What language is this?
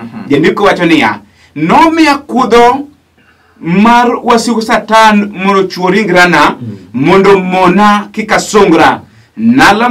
Luo (Kenya and Tanzania)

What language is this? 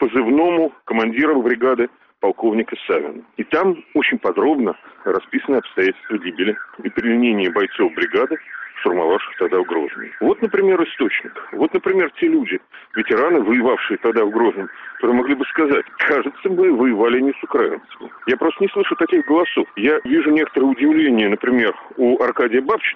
Russian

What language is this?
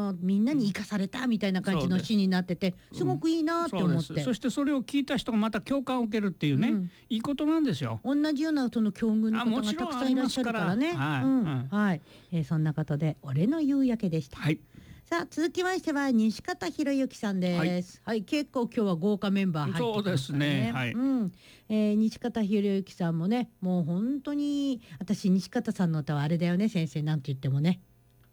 Japanese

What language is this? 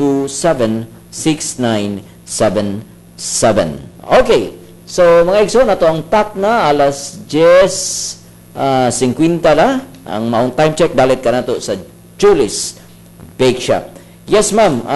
Cebuano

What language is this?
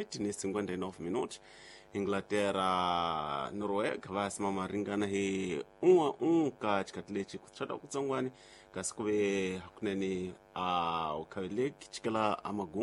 Tsonga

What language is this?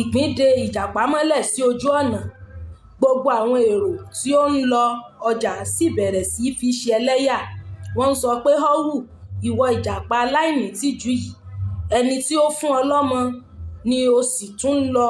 Yoruba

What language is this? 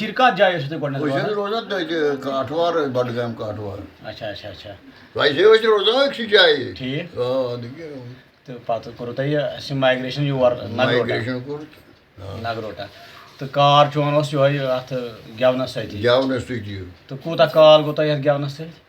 Kashmiri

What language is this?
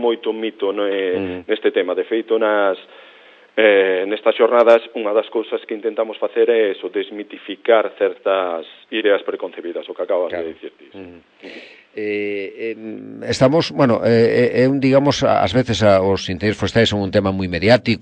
Galician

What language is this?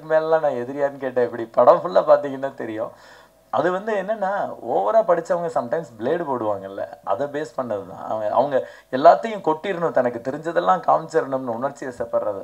Tamil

